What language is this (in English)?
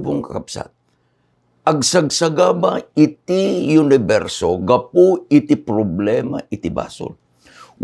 Iloko